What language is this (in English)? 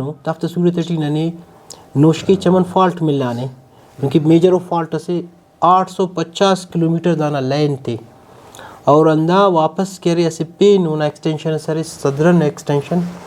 Brahui